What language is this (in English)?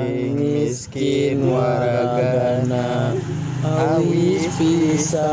Sundanese